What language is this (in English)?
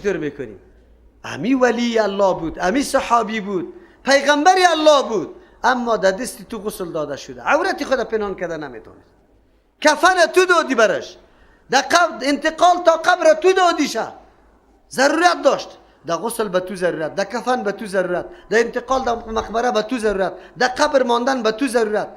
Persian